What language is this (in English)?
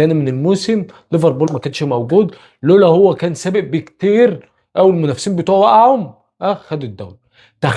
Egyptian Arabic